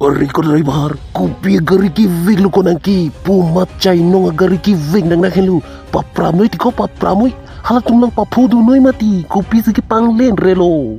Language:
Karbi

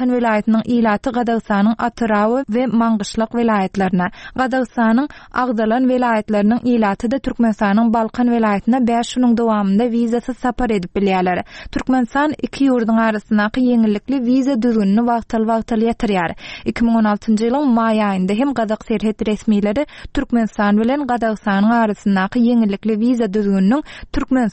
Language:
Turkmen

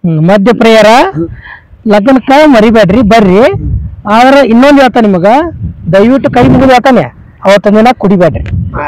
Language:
Kannada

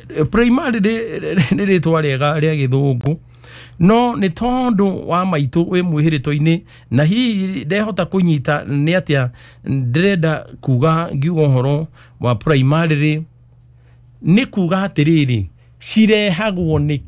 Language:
Kikuyu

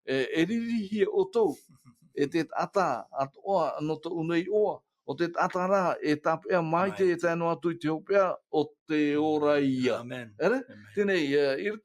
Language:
Tahitian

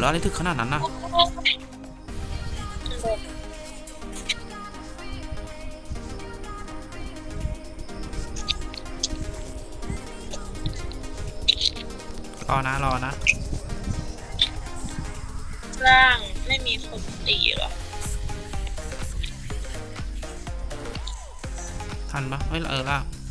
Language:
Thai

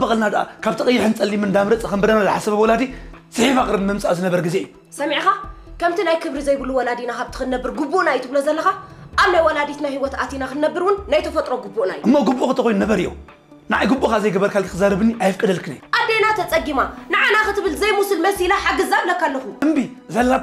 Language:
Tigrinya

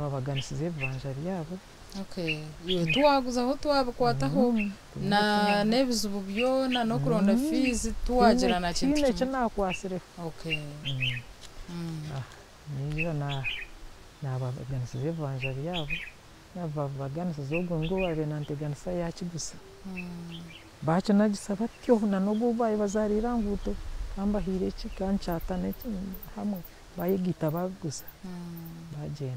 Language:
Nyankole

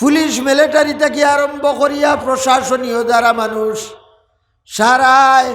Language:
Sylheti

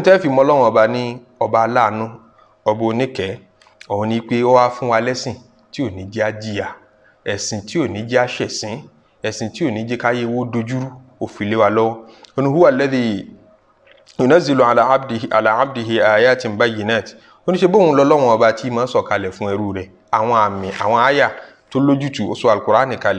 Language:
Yoruba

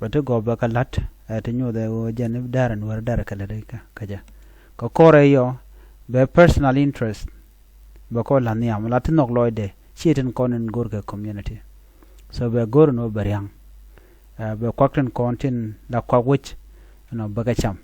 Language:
Nuer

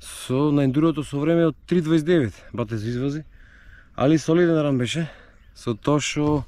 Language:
Macedonian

